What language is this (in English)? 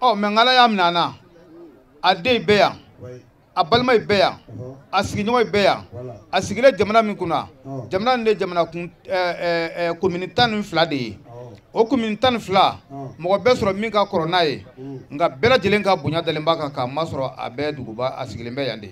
Bambara